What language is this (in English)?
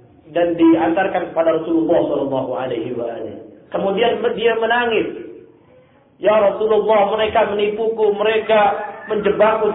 Indonesian